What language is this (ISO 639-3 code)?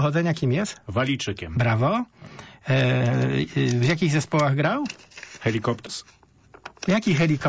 pol